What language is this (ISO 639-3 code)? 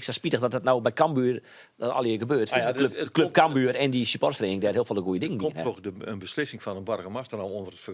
fry